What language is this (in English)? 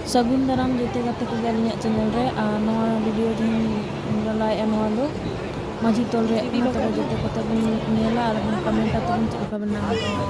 Santali